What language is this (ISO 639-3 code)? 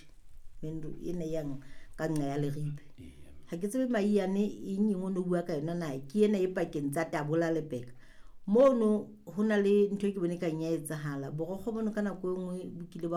sot